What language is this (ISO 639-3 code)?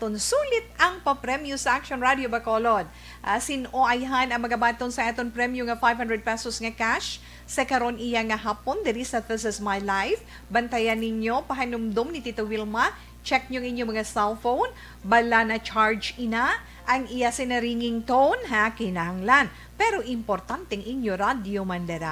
hil